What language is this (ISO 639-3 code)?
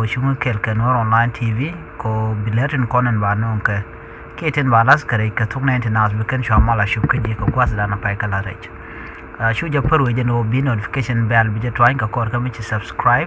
nus